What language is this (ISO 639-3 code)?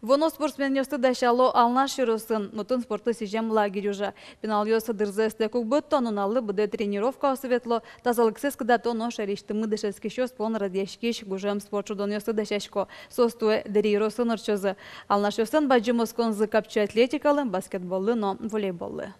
udm